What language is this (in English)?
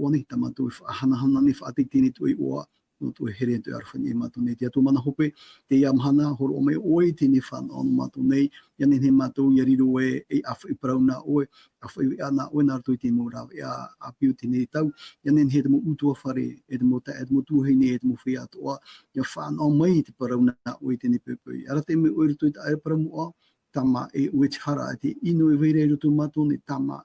Tahitian